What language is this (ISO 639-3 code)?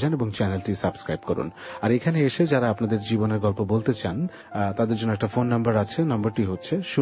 ben